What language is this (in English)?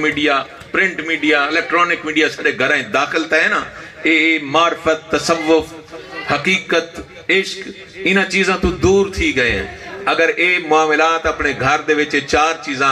Saraiki